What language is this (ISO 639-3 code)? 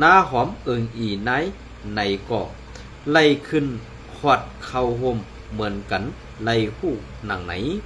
shn